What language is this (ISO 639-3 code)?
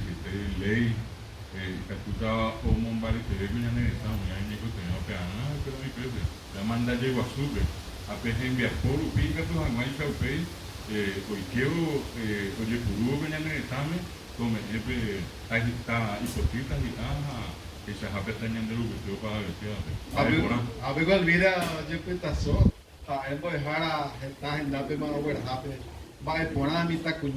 grn